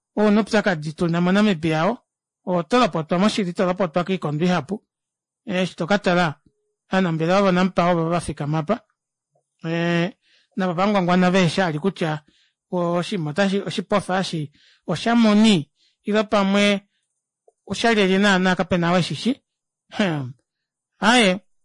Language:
Kuanyama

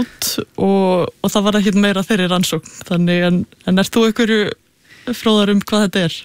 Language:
Icelandic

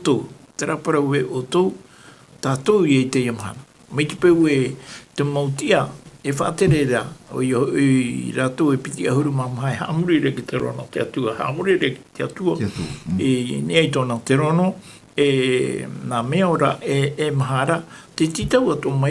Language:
Tahitian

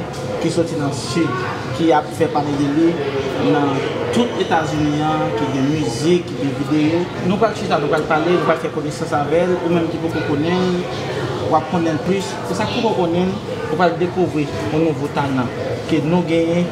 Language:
Haitian Creole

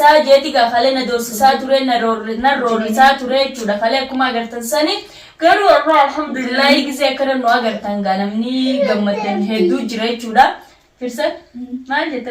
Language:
Oromo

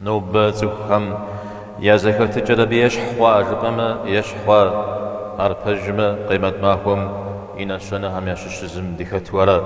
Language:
Kabardian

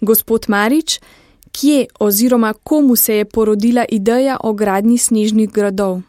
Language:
Slovenian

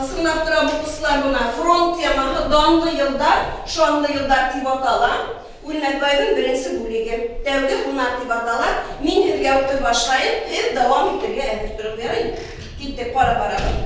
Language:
Bashkir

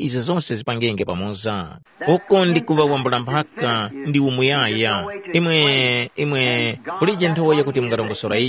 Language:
Tumbuka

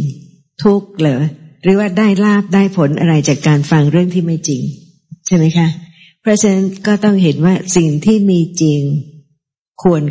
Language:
Thai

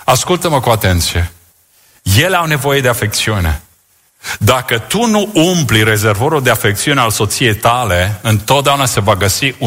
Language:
Romanian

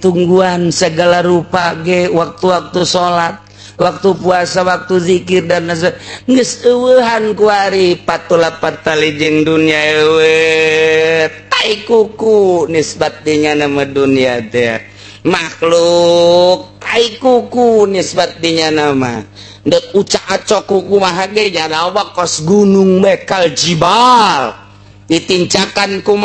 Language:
Sundanese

